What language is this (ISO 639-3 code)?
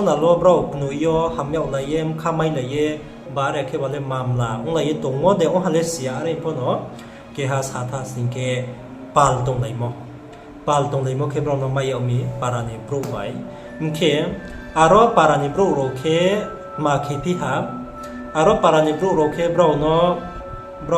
ria